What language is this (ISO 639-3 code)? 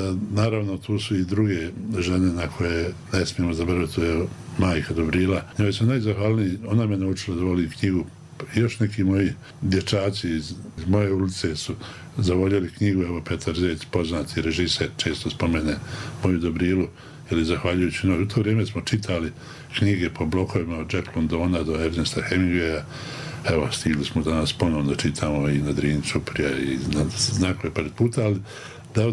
bos